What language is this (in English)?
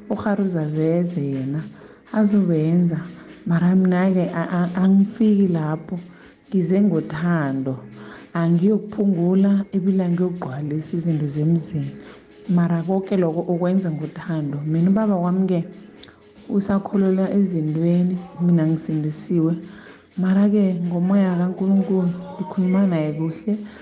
South Ndebele